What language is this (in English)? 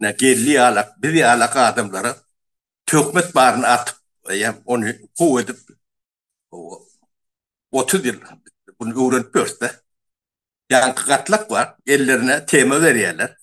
Turkmen